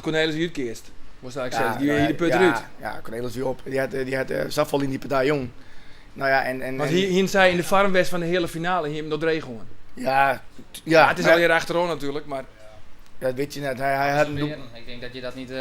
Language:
Western Frisian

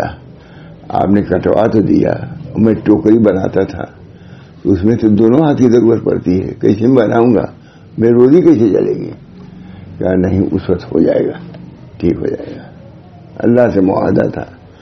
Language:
Urdu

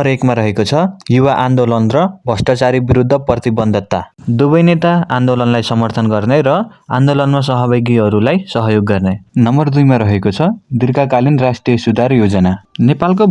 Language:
Nepali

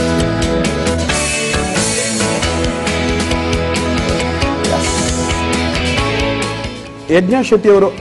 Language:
Kannada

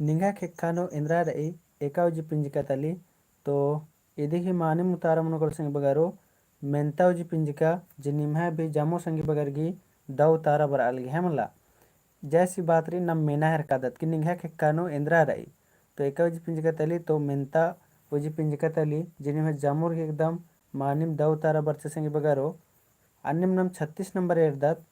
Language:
Kurukh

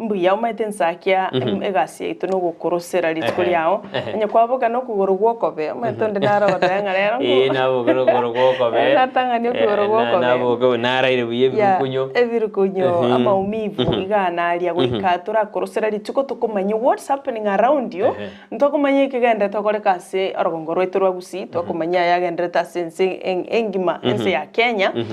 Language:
Gusii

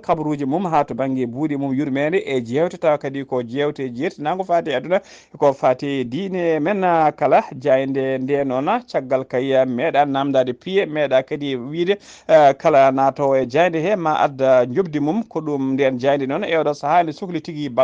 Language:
Fula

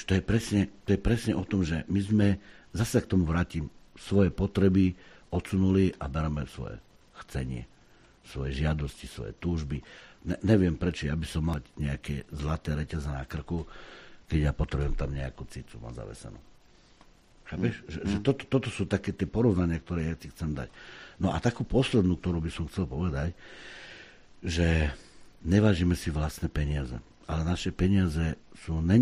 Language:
Slovak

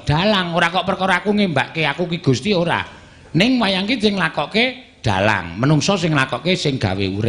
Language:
Javanese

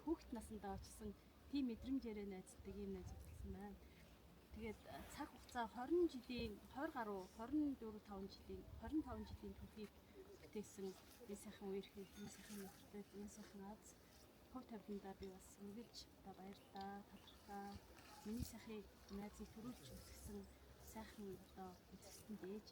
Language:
Mongolian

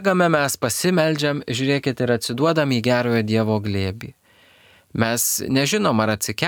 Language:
Lithuanian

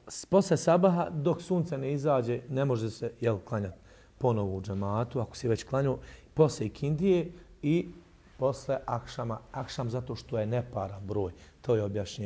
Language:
Bosnian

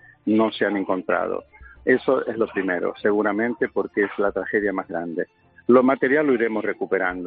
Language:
Spanish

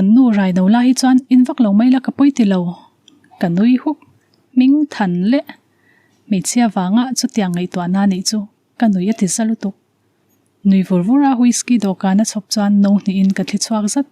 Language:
Mizo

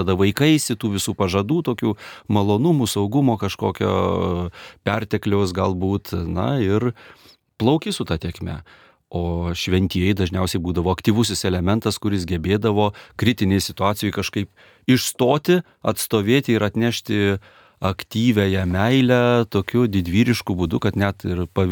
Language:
Lithuanian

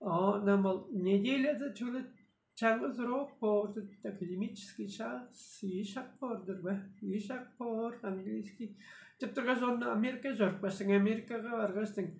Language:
Tuvinian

